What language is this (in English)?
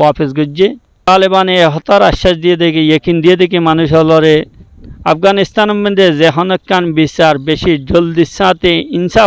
Rohingya